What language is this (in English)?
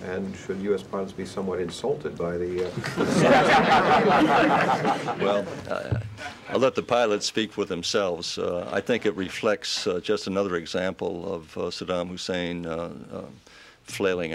English